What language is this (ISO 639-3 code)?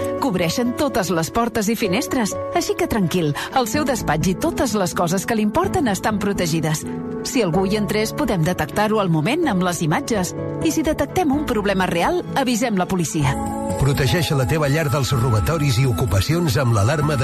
cat